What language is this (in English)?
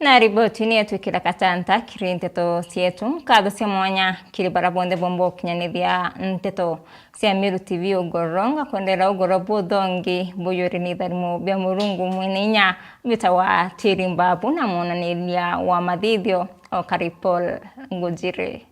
Meru